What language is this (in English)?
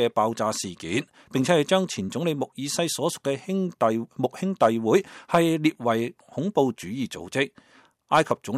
Cantonese